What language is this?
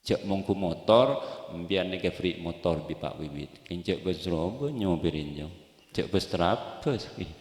Madurese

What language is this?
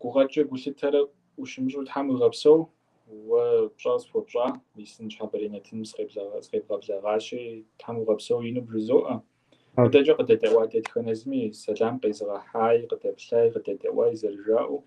Kabardian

